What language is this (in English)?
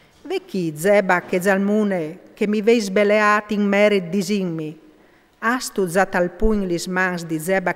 Friulian